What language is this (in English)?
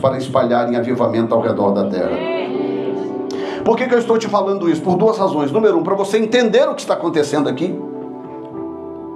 Portuguese